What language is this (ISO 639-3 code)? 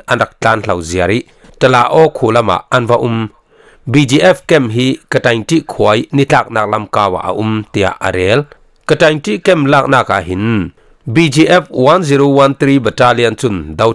cfm